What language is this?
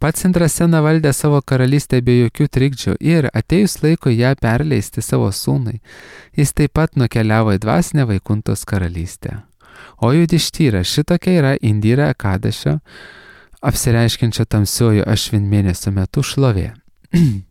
Lithuanian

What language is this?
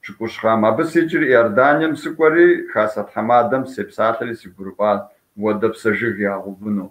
Kabardian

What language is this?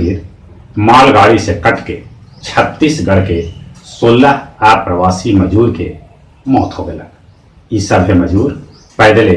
Magahi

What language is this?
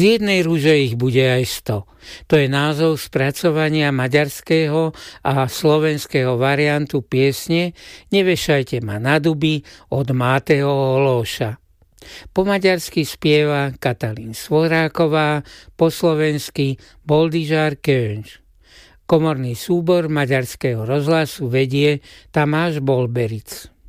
Slovak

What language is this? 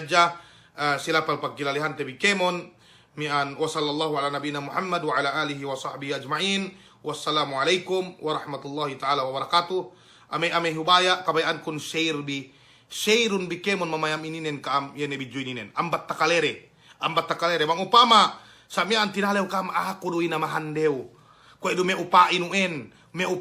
Yakan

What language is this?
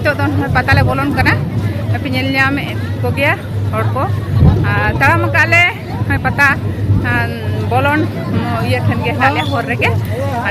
Santali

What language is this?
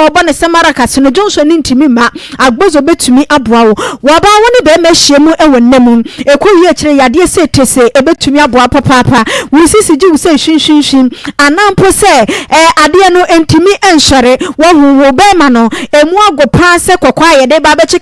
Akan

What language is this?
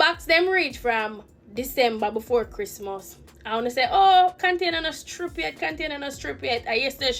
Jamaican Creole English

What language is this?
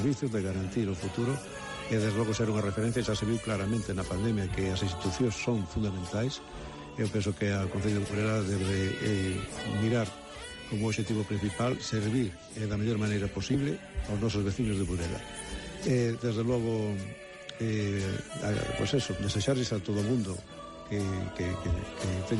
Galician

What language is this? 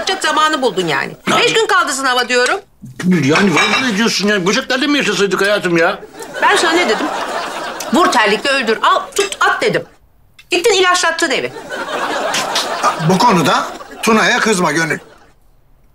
Turkish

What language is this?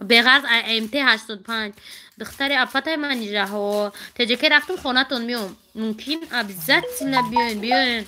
Tajik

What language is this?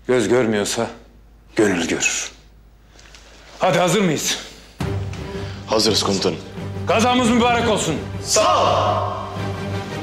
Turkish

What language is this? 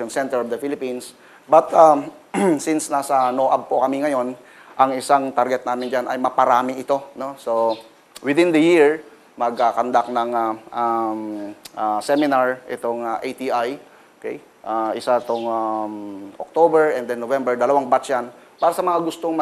Filipino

